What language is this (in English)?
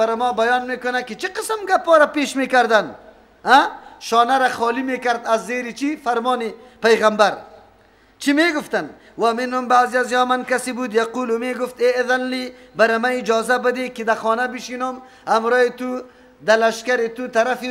Persian